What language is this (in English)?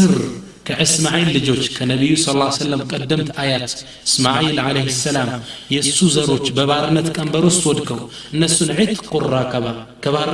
Amharic